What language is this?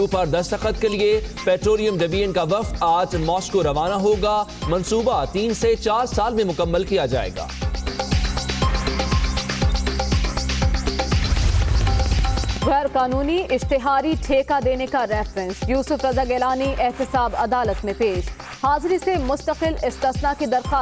Urdu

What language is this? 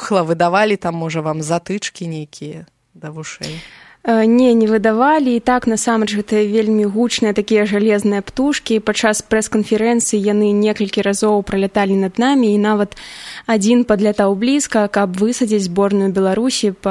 Belarusian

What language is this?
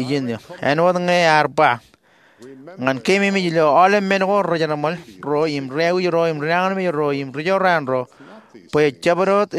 Marshallese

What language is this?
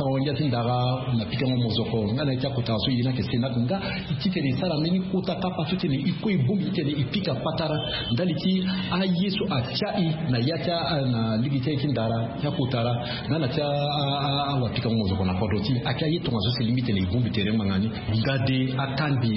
Sango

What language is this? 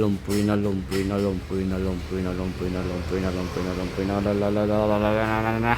Mizo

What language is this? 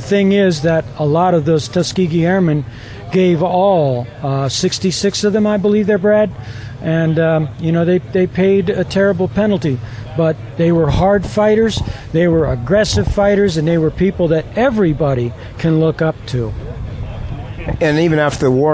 English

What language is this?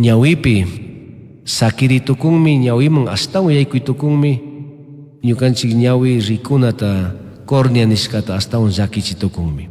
Chimborazo Highland Quichua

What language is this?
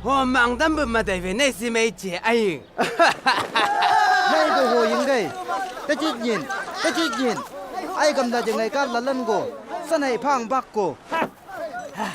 Chang Naga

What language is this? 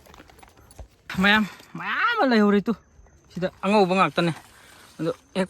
Manipuri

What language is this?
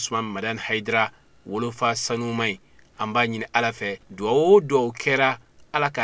Bambara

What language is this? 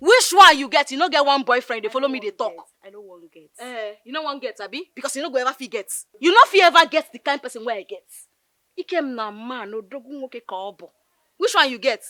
Nigerian Pidgin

